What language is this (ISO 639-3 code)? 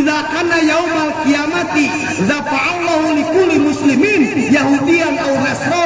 sun